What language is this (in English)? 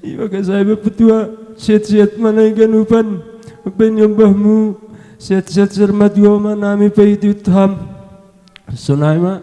Batak Simalungun